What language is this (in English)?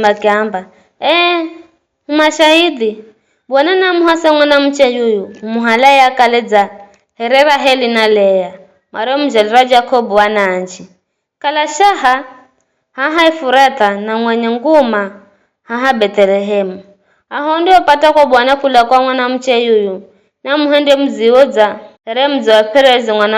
Giryama